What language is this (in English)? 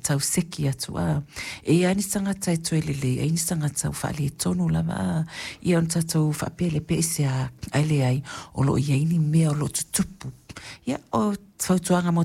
Samoan